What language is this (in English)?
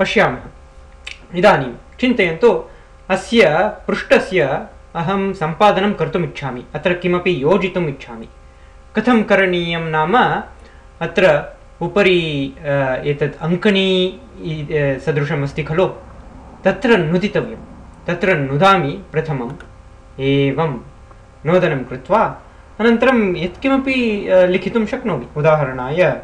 Sanskrit